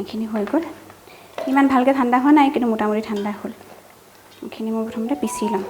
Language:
Assamese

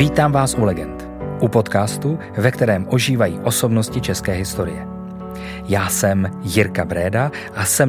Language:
Czech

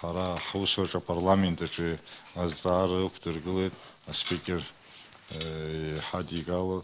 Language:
Abkhazian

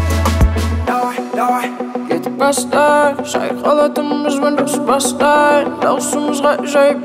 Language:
Kazakh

